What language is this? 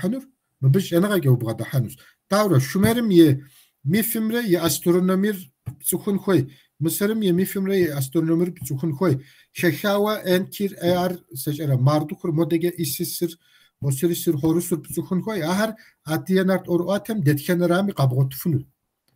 Kabardian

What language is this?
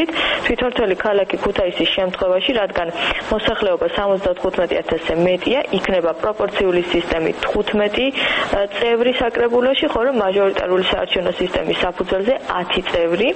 Georgian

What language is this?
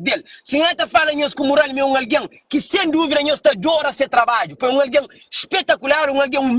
Kabuverdianu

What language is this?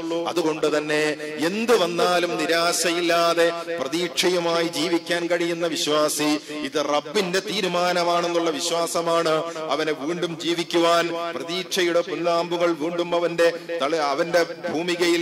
Malayalam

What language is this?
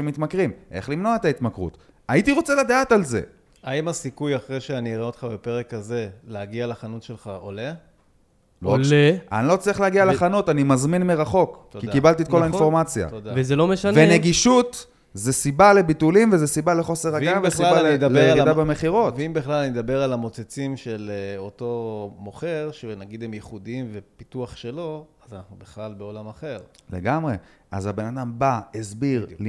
Hebrew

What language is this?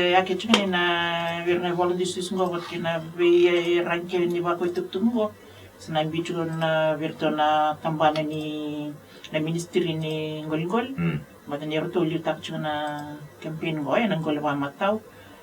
Fijian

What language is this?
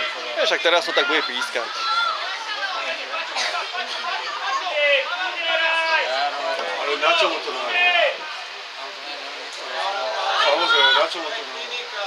Slovak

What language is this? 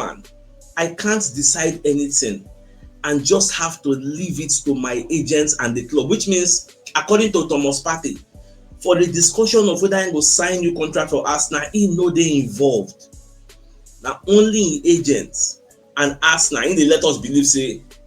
Nigerian Pidgin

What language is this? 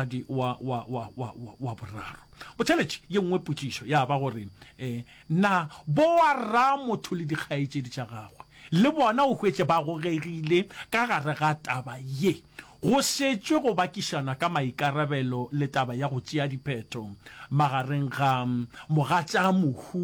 Northern Sotho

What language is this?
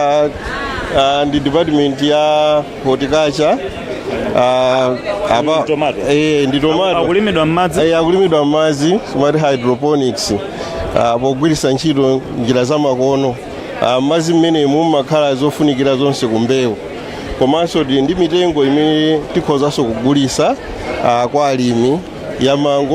Nyanja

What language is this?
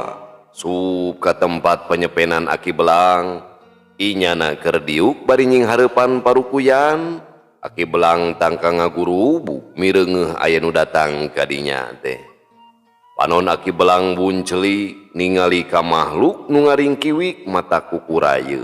Sundanese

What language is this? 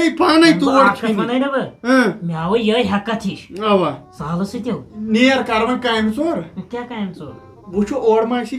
Kashmiri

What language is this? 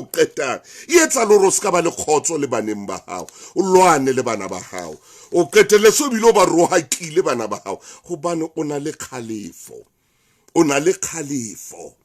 Southern Sotho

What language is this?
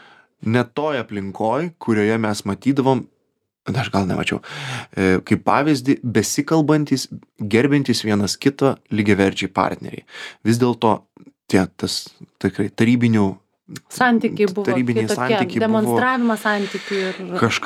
Lithuanian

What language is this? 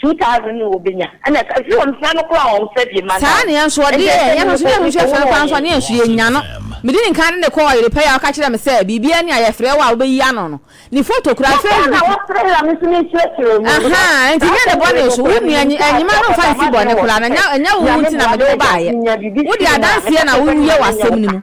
Akan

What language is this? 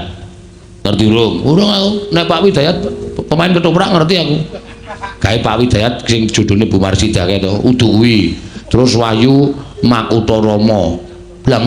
Javanese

